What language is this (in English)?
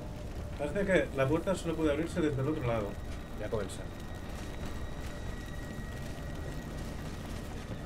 Catalan